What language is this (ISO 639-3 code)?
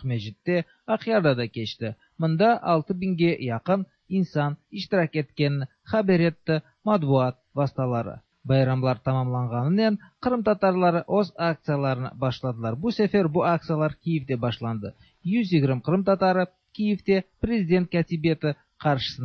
tat